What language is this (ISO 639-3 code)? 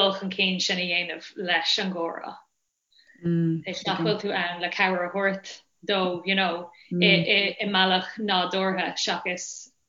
gle